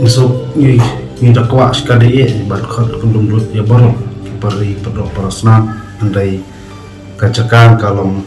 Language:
Khasi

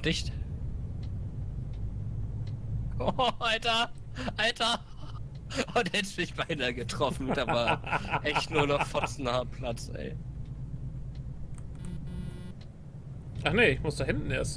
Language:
German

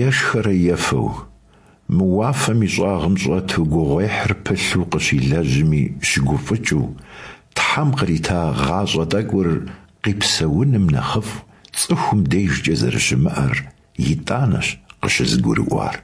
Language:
Kabardian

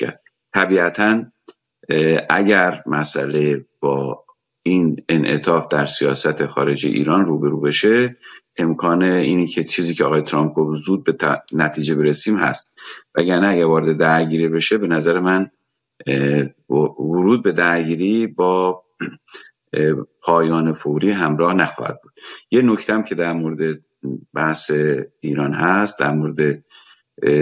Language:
Persian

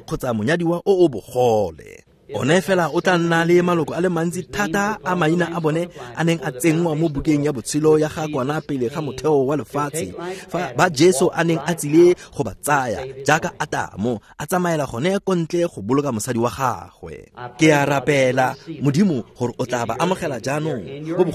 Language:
Tswana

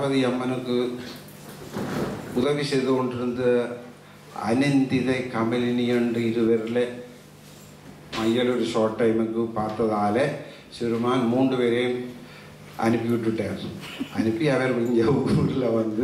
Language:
Tamil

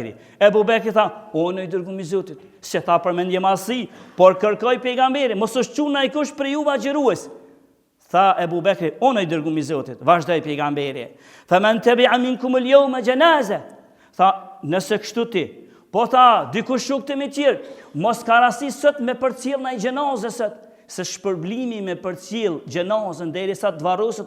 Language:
Albanian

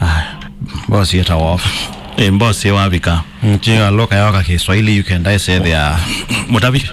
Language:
Kamba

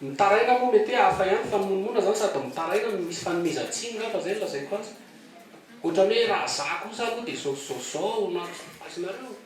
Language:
Malagasy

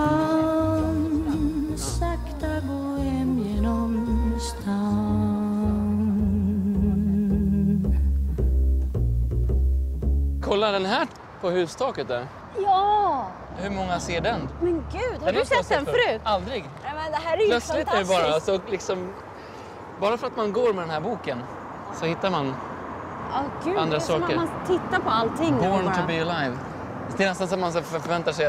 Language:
Swedish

